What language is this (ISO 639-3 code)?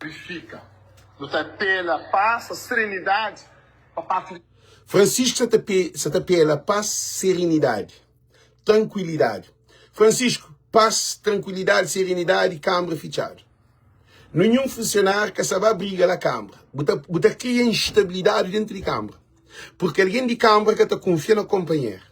kea